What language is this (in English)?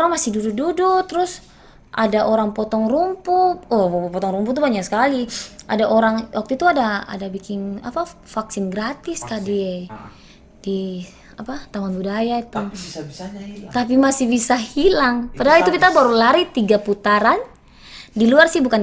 Ambonese Malay